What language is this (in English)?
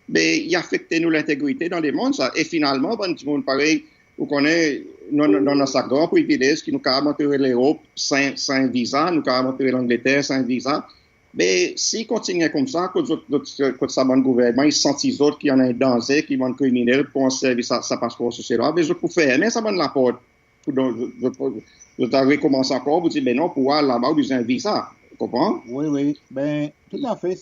Seselwa Creole French